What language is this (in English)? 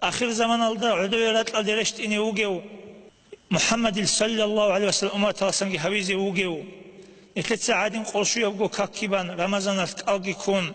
Avaric